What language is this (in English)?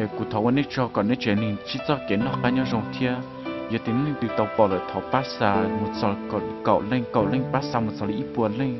Hmong